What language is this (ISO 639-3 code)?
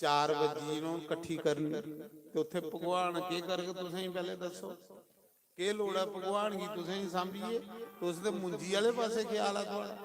doi